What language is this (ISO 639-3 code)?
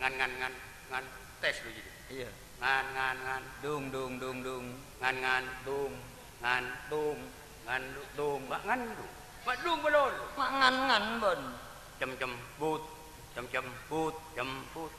mad